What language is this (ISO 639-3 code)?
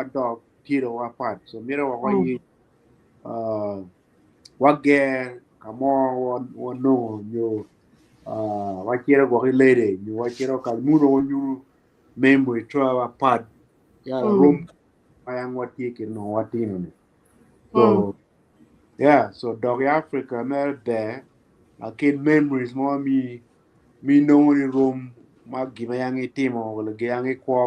ach